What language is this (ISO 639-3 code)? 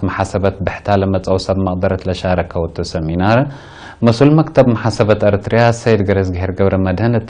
tig